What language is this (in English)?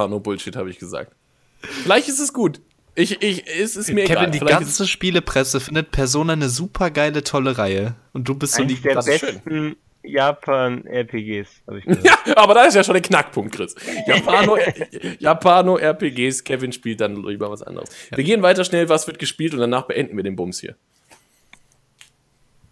German